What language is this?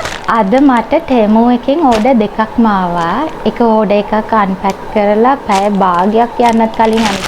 Sinhala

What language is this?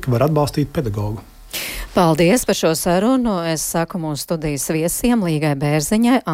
Latvian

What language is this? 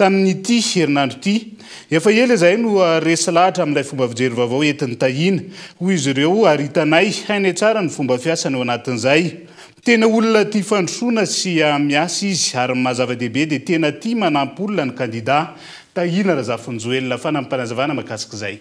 Malagasy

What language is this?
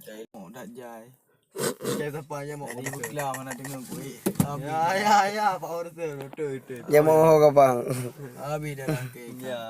Achinese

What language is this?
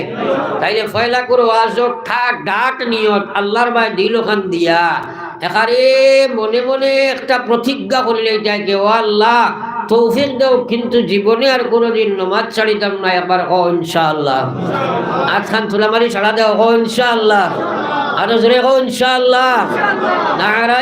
Sylheti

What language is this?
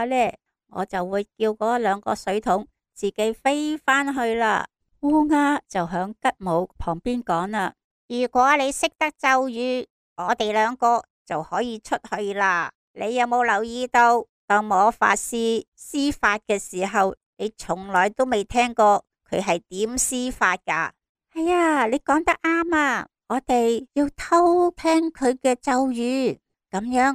Cantonese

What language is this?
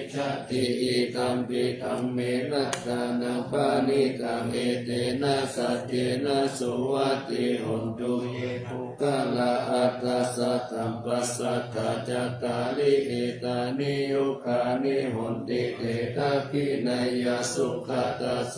Pali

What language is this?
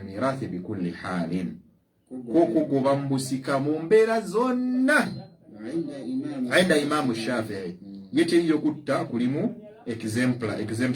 Ganda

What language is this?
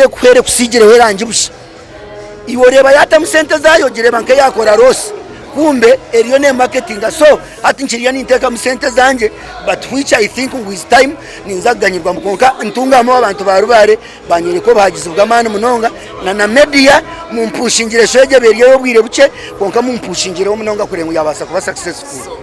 Nyankole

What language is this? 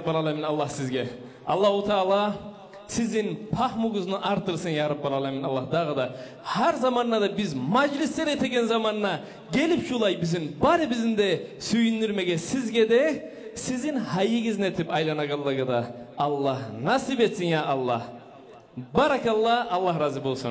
Kumyk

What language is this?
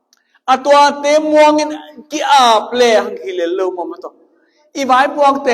Tedim Chin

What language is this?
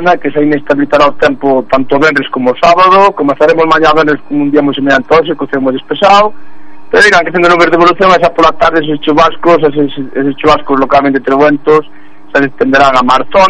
Galician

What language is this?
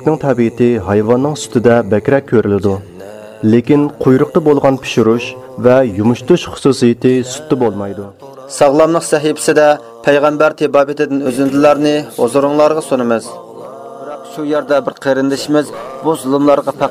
Uyghur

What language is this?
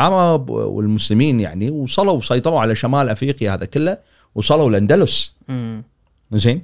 Gulf Arabic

